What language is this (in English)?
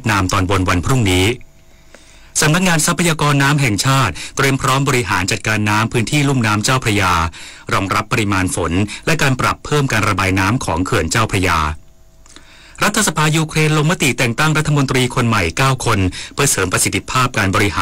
Thai